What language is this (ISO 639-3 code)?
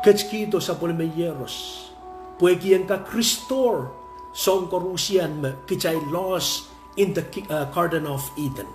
pon